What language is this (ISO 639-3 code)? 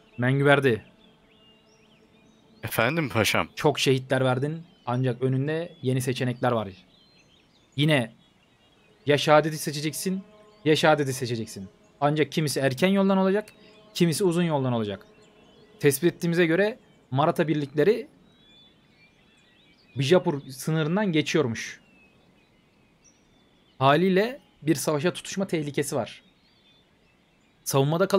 tur